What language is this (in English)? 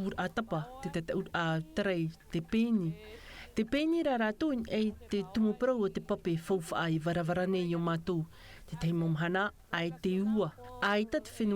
Tahitian